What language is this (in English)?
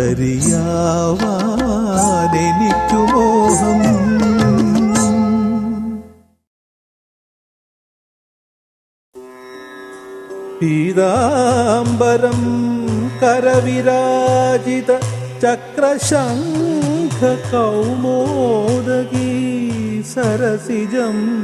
Malayalam